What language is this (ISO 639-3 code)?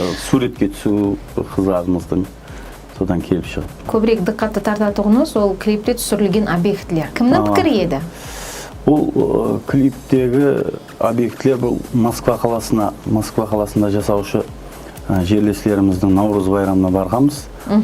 kaa